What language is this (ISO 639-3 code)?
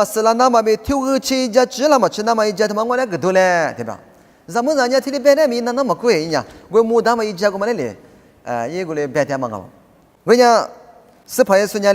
lis